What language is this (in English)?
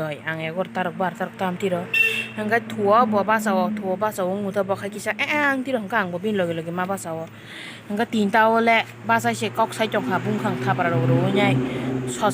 Kok Borok